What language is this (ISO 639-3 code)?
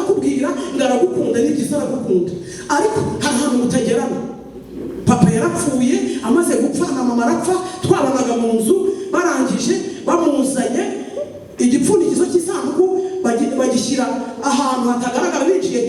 kin